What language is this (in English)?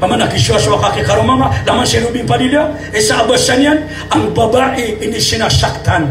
Maranao